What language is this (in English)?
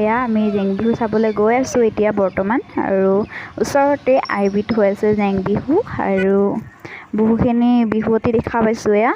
Assamese